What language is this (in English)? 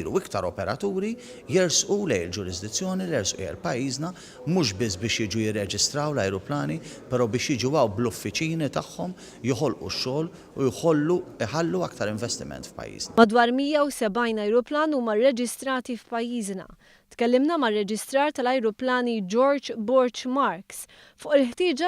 Maltese